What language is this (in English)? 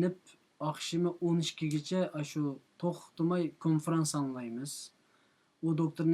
Uyghur